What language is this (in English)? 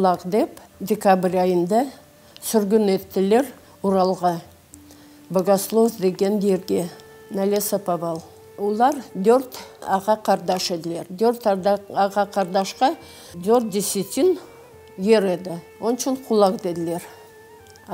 Crimean Tatar